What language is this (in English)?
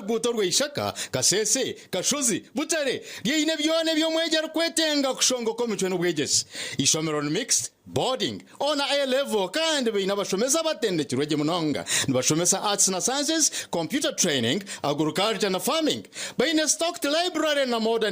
Nyankole